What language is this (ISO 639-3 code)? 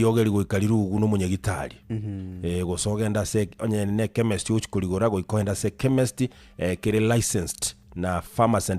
guz